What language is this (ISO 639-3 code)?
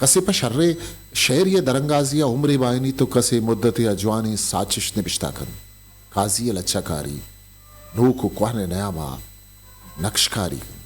bgp